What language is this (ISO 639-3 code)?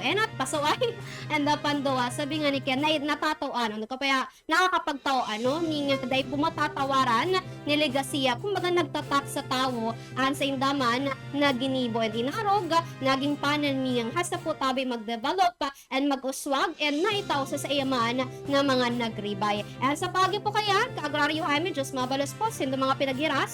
bik